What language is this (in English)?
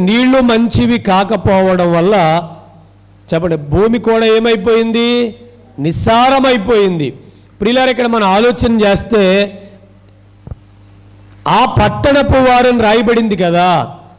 Telugu